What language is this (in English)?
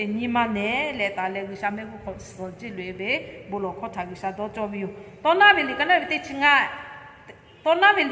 Lahu